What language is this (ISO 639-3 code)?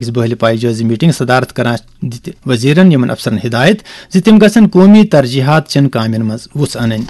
kas